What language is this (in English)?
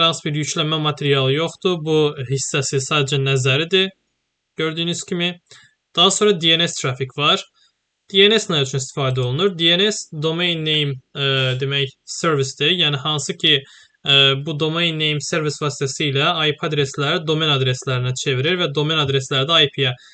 Azerbaijani